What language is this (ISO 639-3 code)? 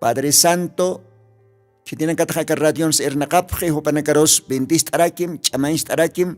aym